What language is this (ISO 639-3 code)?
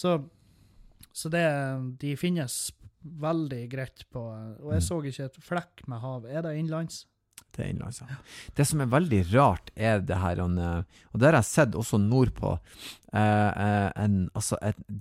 nor